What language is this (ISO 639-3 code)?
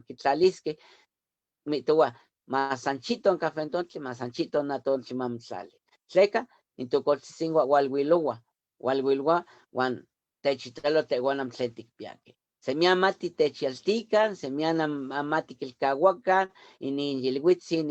nhe